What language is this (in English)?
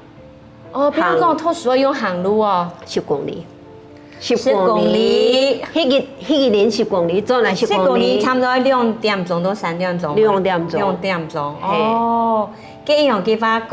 Hakka Chinese